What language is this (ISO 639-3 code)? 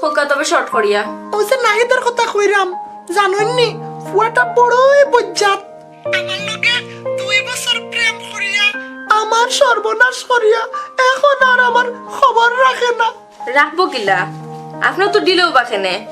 syl